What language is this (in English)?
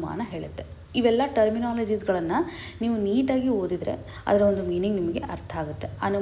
Kannada